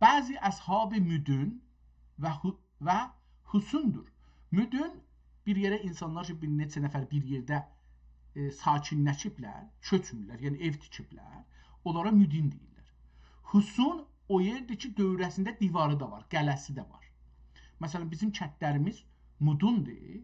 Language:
South Azerbaijani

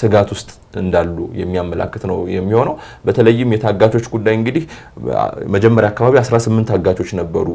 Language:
Amharic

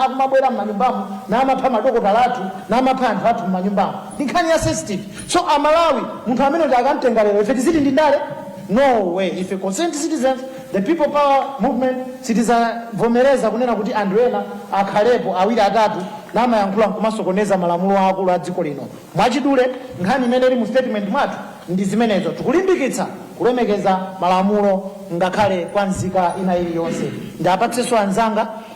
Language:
Nyanja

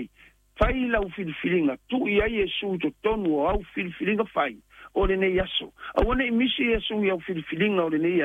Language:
Samoan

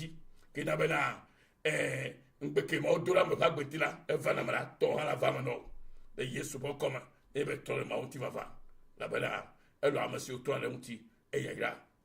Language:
Ewe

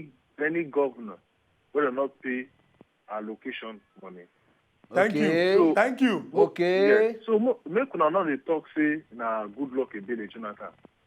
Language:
Nigerian Pidgin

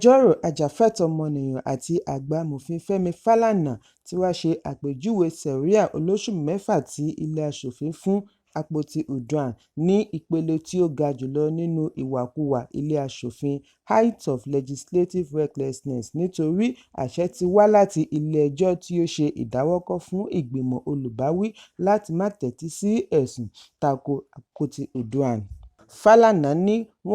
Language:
Yoruba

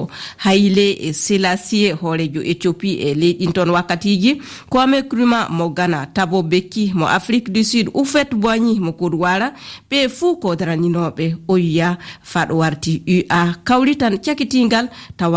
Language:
Fula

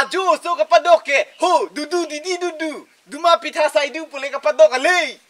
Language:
Karbi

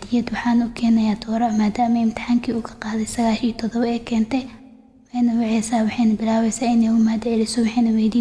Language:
Somali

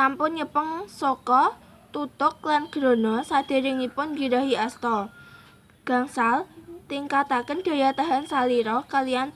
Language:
Javanese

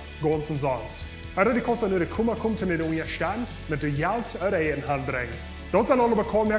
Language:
Plautdietsch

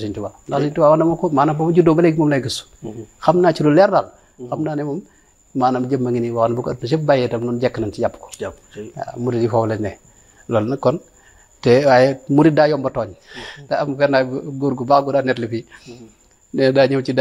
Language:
Wolof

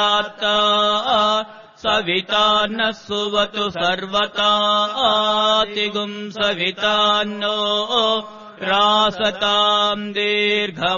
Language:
Sanskrit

